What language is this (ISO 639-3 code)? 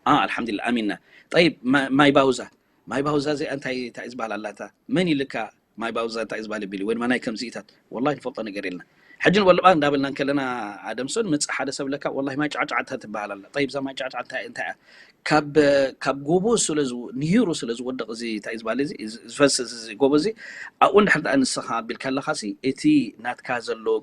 tir